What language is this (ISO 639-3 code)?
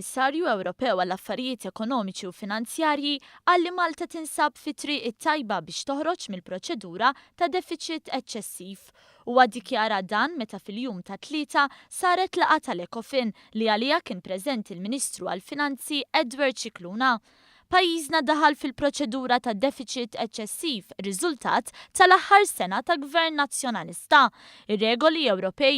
mlt